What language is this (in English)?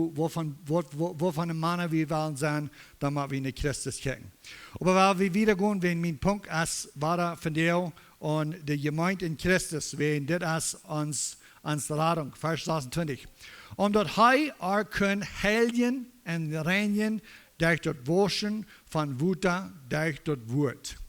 Plautdietsch